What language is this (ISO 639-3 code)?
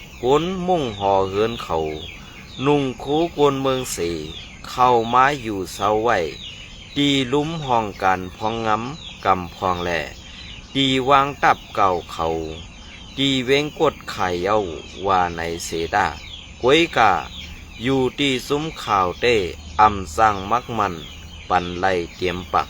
shn